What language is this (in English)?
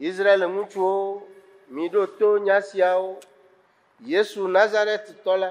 Ewe